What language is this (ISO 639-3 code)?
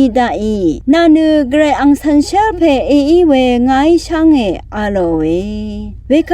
raw